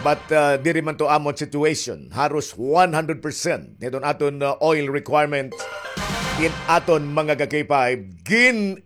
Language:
Waray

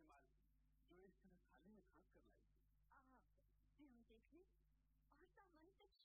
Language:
Hindi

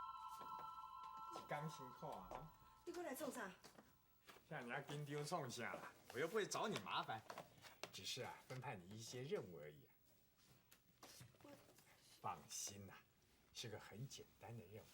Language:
Min Nan Chinese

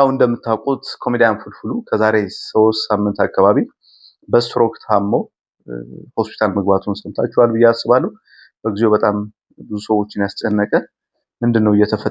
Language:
Amharic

